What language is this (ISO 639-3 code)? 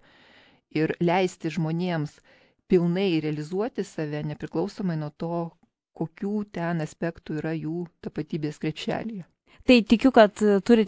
lit